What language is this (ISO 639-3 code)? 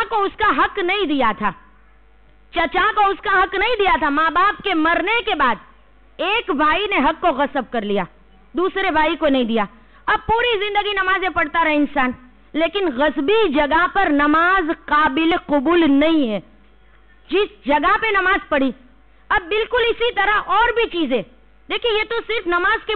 urd